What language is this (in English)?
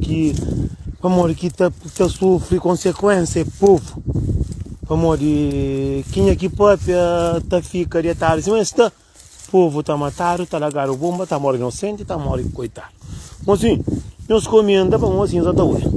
Kabuverdianu